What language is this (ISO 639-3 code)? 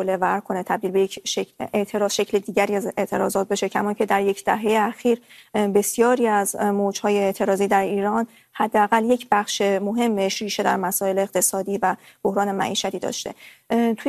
fas